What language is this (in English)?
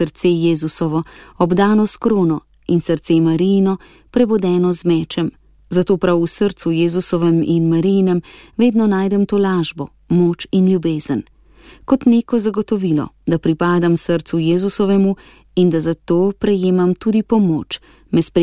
Slovenian